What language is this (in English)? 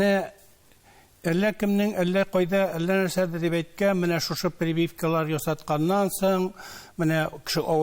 Tatar